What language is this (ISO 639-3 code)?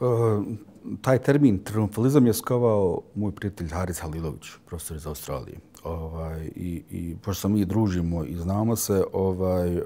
bos